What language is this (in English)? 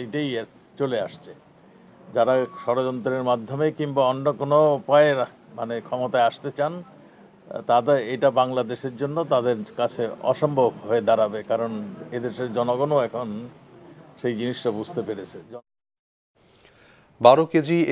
Bangla